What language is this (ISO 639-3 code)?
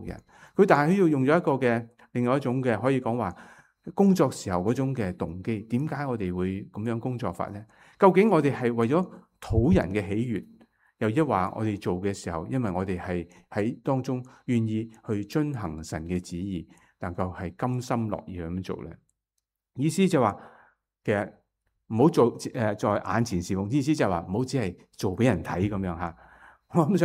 yue